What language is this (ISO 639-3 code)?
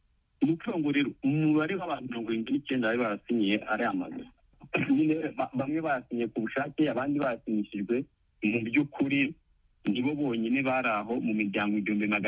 kin